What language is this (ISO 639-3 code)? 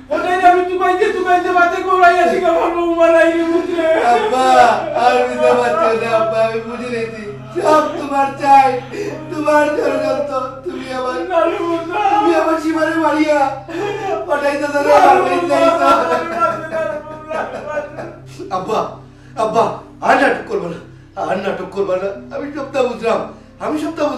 syl